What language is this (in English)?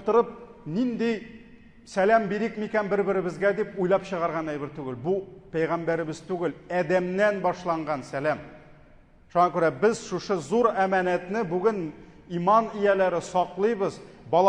Tatar